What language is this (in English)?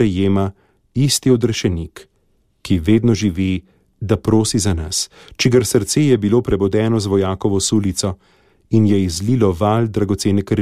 Slovenian